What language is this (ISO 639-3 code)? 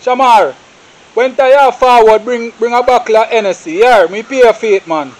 jam